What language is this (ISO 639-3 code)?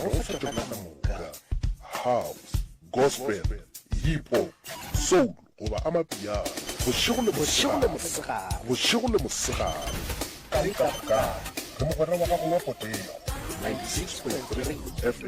nso